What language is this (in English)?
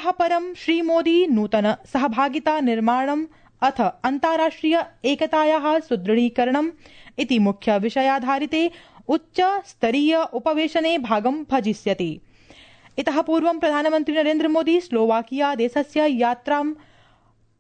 Sanskrit